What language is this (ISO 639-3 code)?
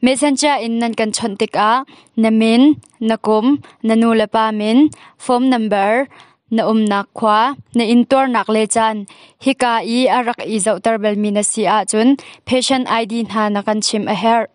cnh